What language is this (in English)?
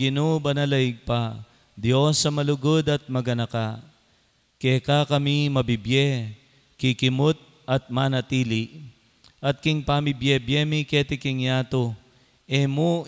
Pampanga